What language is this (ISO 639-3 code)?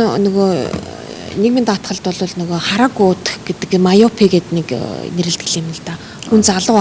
mon